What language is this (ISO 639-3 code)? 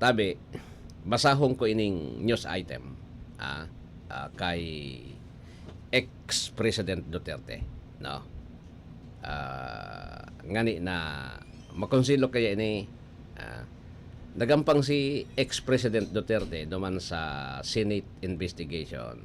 bik